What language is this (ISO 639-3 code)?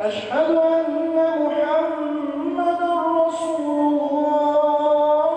rmn